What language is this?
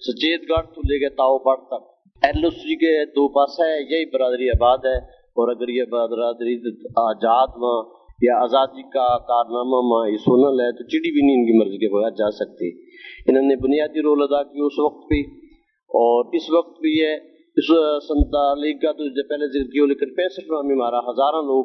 Gujari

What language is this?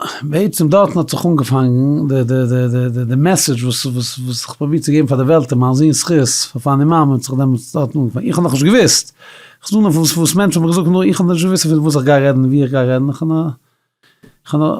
Yiddish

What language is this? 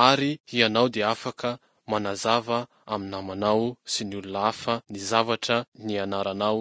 Malagasy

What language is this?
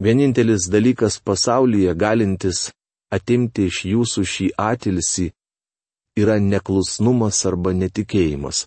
Lithuanian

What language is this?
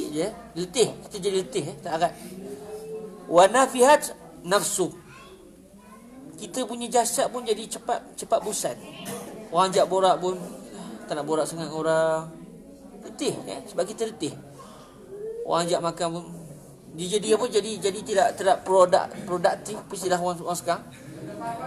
Malay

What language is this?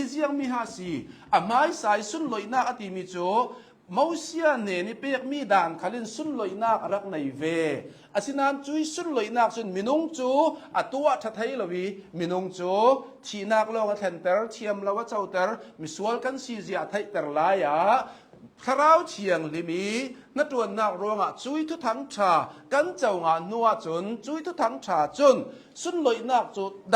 Hakha Chin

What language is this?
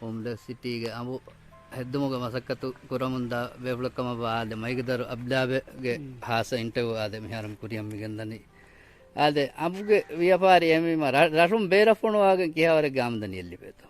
Divehi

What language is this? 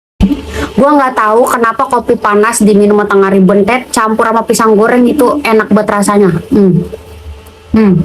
Betawi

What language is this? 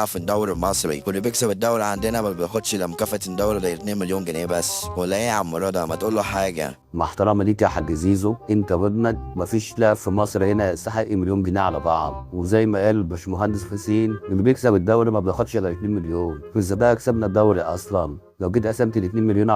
Egyptian Arabic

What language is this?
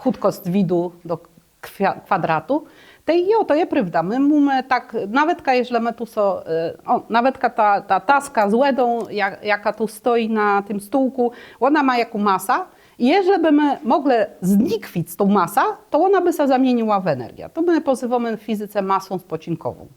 Kashubian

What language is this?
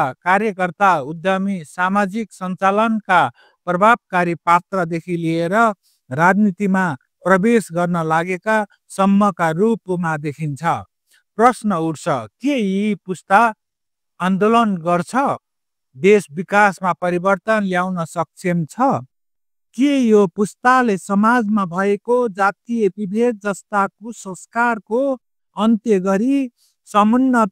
Nepali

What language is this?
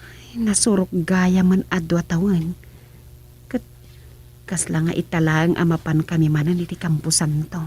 Iloko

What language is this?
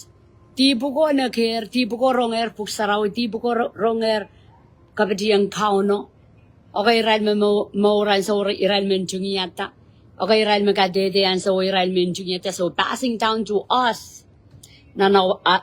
Pohnpeian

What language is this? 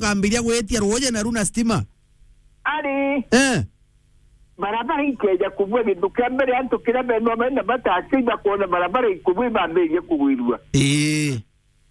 Meru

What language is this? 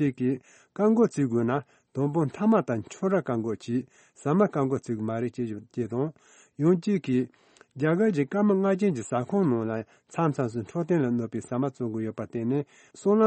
Tibetan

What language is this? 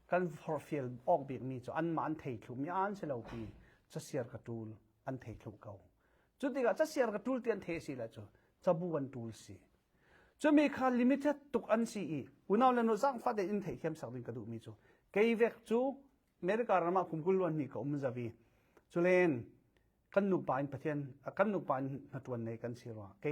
Falam Chin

